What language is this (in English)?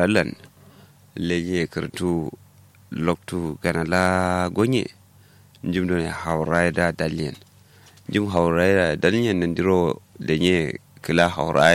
Kanuri